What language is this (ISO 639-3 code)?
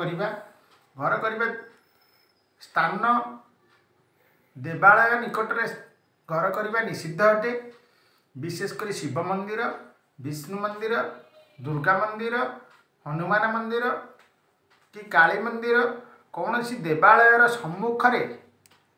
ori